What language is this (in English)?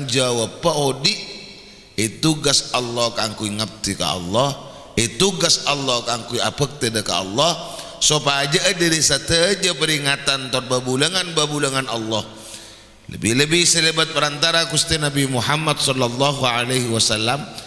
Madurese